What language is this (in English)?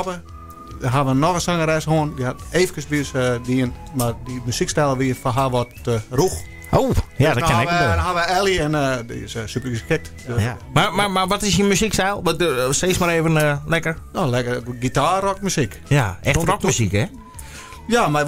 Western Frisian